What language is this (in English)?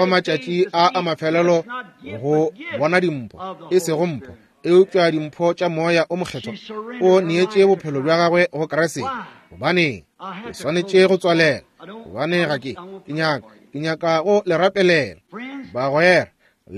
Northern Sotho